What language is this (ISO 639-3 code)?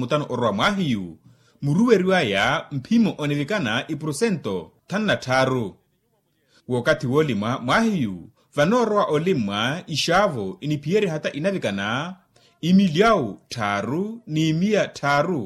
vmw